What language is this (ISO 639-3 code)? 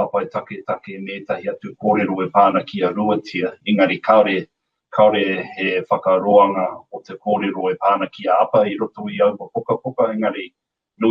mri